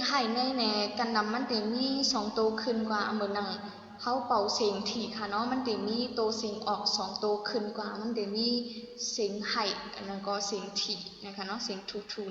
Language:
Shan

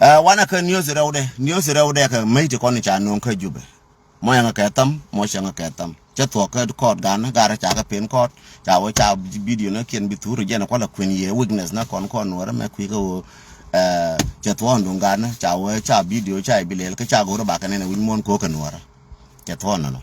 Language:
Nuer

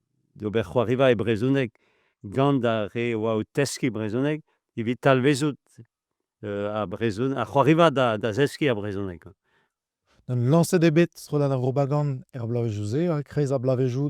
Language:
Breton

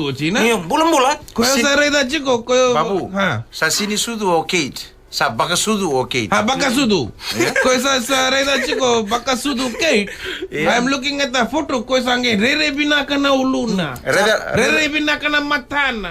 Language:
Fijian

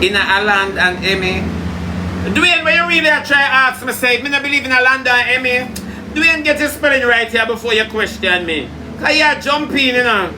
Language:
Jamaican Creole English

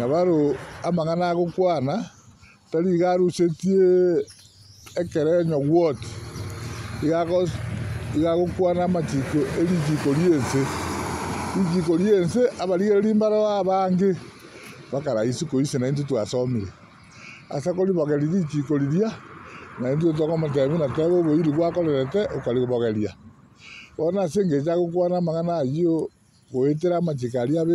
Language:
Gusii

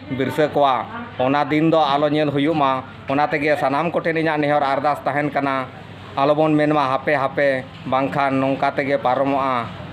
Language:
Santali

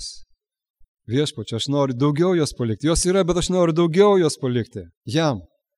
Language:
Lithuanian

